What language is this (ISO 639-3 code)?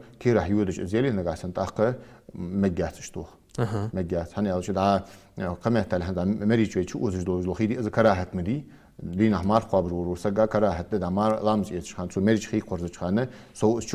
inh